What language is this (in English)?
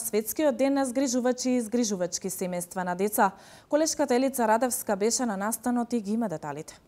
Macedonian